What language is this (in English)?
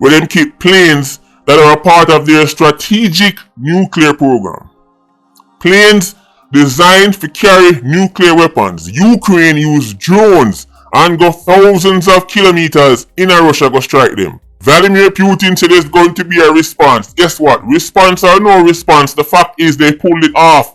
Jamaican Creole English